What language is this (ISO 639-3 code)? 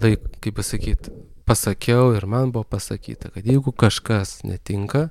lit